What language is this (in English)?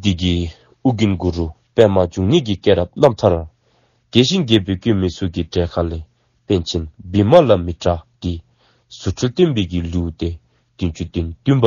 Dzongkha